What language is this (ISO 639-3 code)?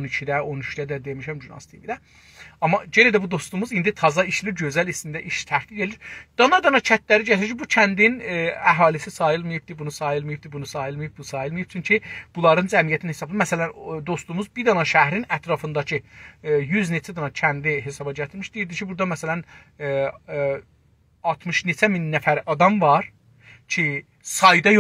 azb